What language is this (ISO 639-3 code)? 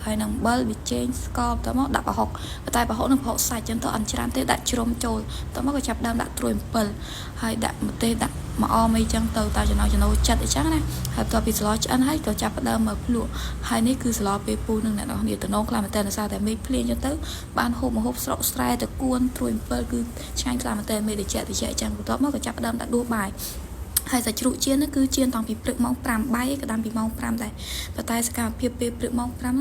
khm